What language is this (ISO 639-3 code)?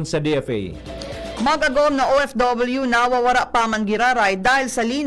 bik